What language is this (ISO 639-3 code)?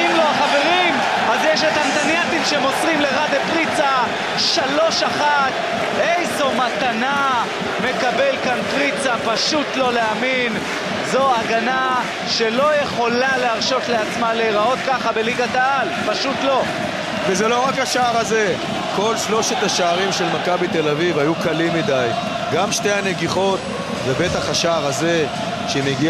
heb